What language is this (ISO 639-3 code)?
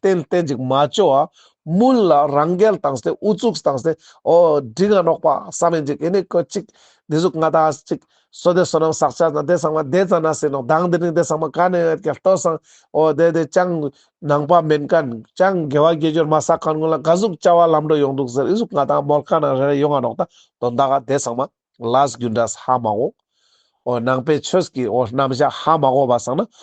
lbj